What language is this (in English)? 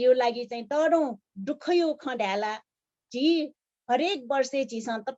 Newari